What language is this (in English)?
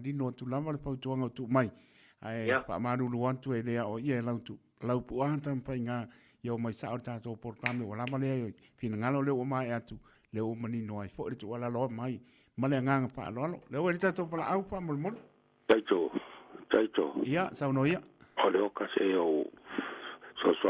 Samoan